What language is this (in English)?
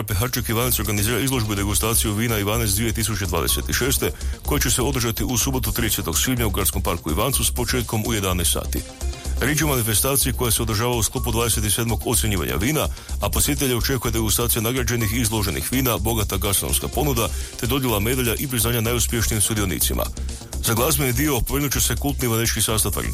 Croatian